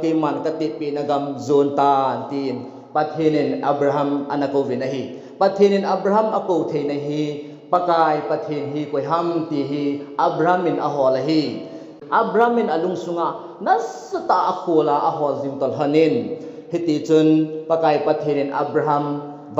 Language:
Thado Chin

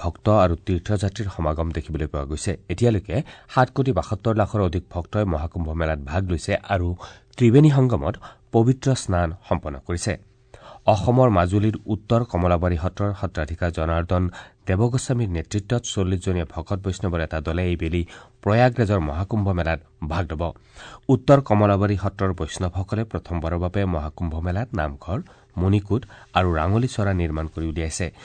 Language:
Assamese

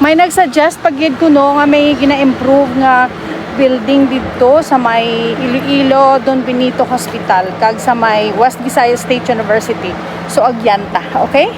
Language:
Hiligaynon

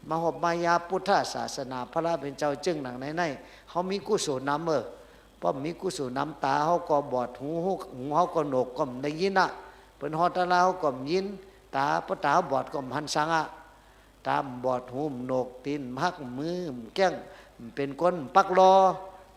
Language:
Shan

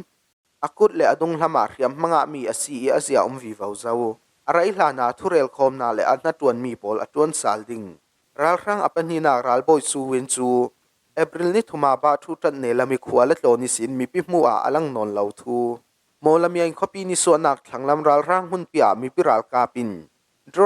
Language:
Falam Chin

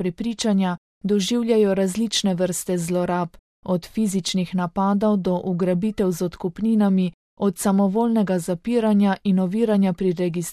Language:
Slovenian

